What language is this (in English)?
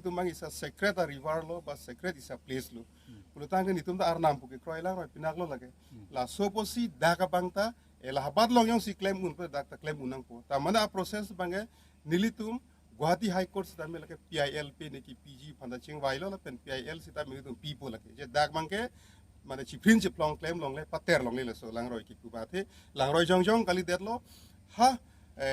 Karbi